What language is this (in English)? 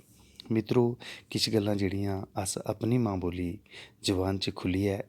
Dogri